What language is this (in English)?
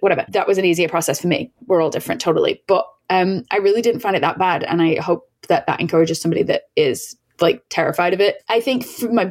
English